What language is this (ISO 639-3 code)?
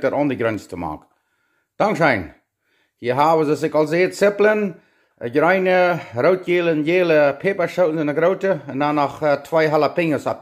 pdt